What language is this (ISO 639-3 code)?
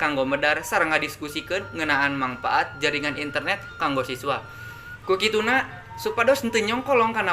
sun